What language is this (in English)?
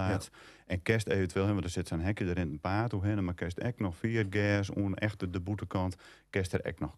Western Frisian